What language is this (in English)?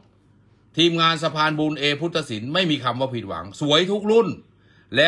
Thai